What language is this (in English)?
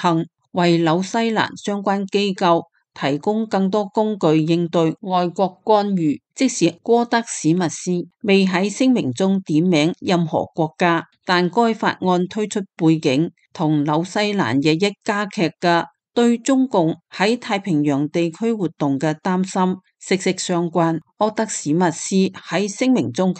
Cantonese